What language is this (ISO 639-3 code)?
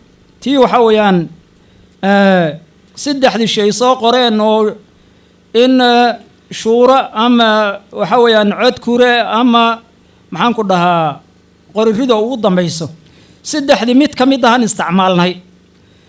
som